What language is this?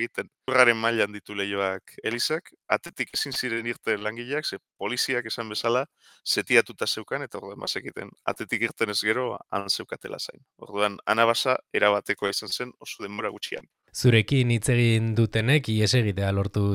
Basque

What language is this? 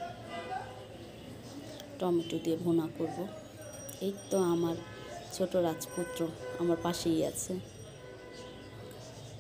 Bangla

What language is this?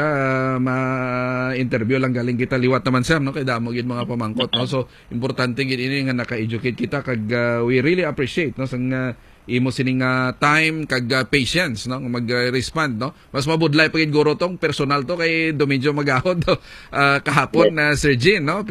Hiligaynon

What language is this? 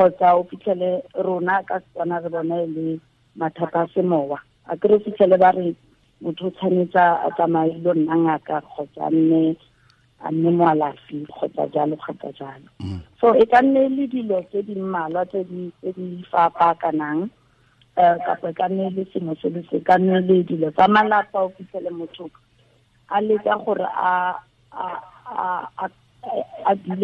Tswana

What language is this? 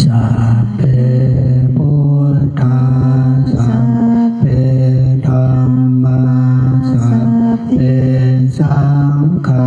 Pali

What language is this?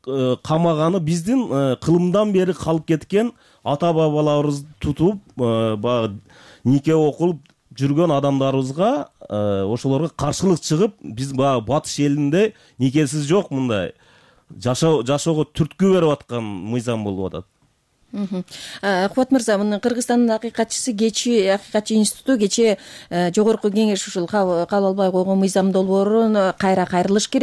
Kyrgyz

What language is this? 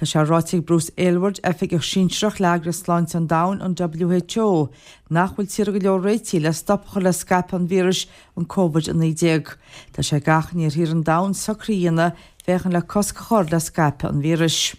Irish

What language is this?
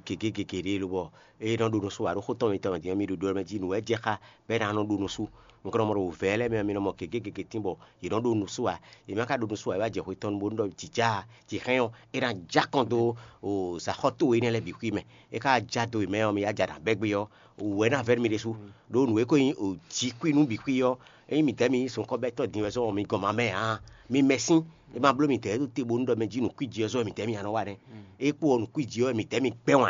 Fon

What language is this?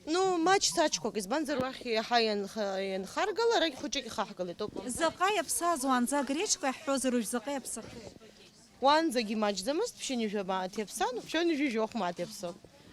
Abkhazian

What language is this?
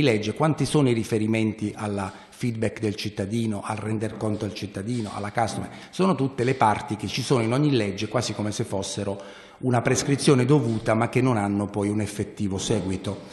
Italian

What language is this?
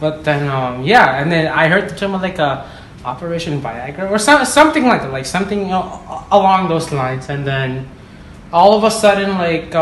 English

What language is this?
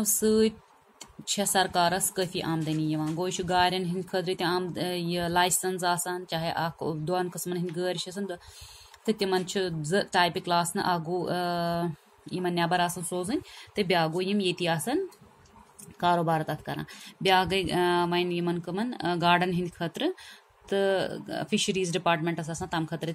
Kashmiri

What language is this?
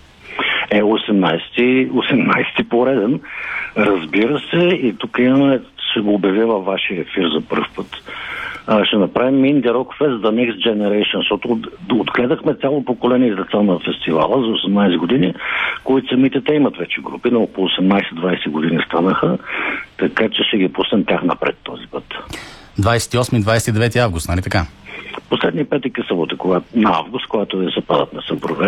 Bulgarian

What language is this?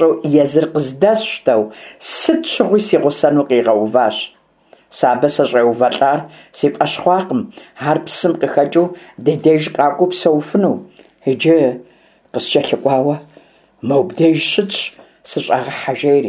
Kabardian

